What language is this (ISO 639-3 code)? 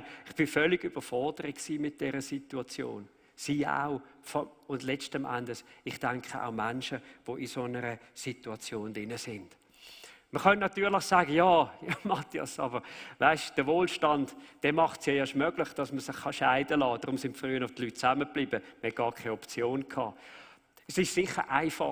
gsw